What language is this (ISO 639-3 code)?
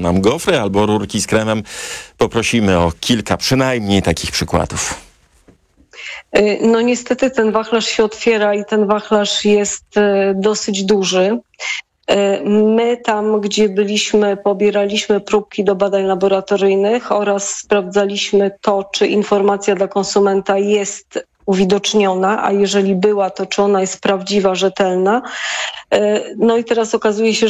pol